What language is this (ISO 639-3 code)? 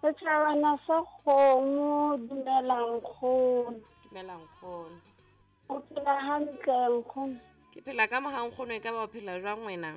sot